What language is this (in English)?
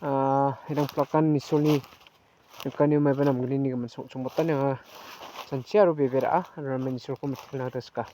Garo